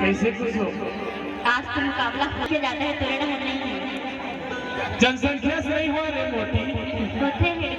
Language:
Chhattisgarhi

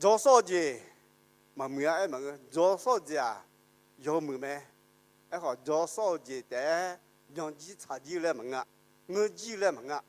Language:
Akha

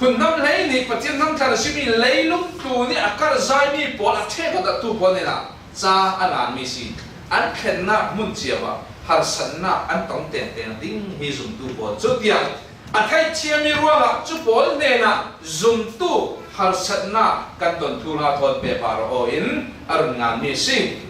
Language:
Falam Chin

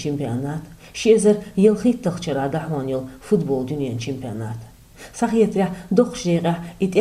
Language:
Chechen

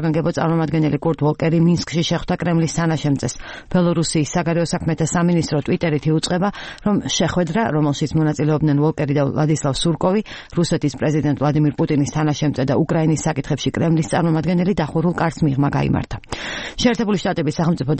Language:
Georgian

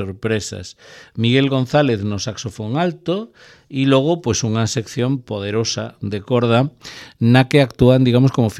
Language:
Galician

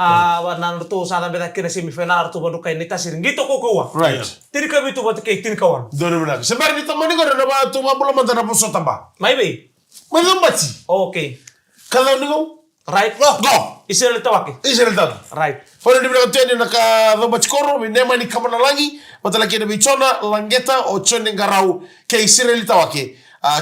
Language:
Fijian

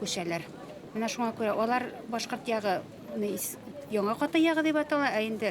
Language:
Bashkir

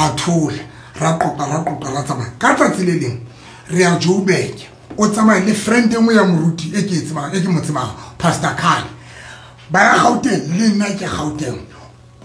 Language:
Southern Sotho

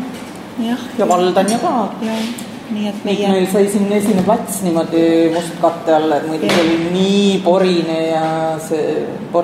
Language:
Estonian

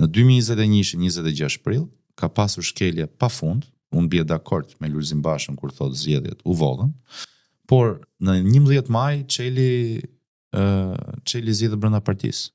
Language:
Albanian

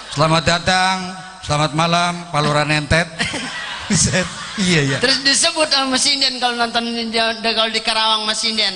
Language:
Betawi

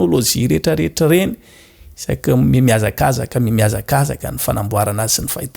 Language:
Malagasy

